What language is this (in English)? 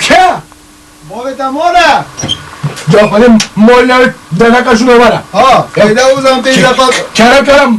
Kurdish